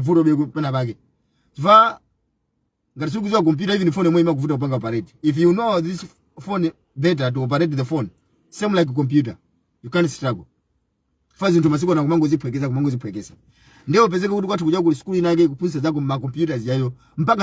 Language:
Nyanja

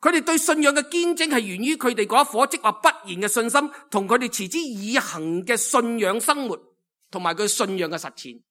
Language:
Cantonese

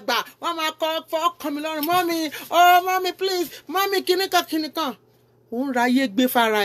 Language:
Yoruba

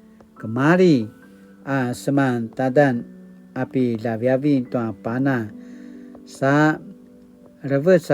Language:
Paiwan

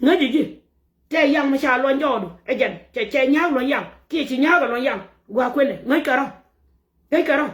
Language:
Nuer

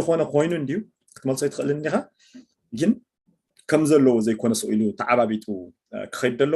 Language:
Tigrinya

